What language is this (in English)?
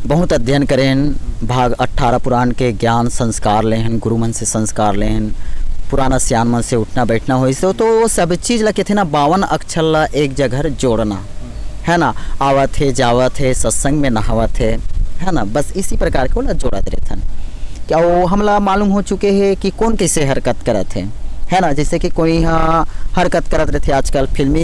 Chhattisgarhi